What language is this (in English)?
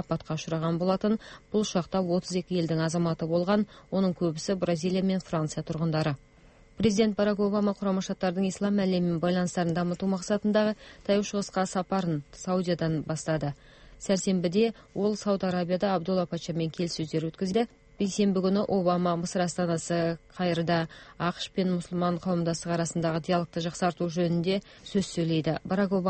Kazakh